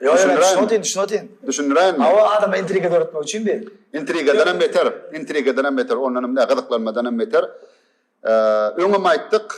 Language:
Turkmen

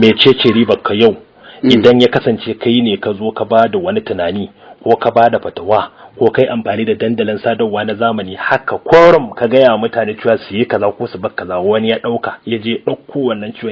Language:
Hausa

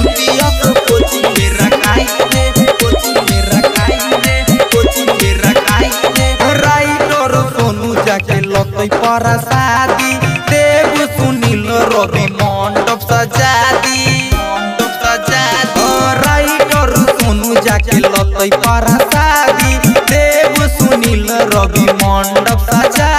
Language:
Bhojpuri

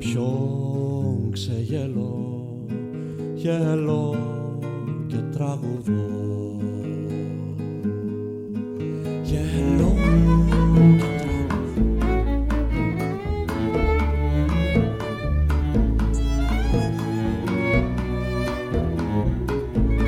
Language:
Greek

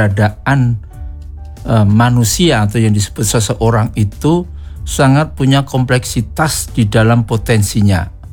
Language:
Indonesian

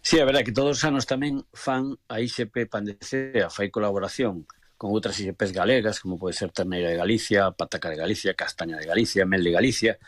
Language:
Galician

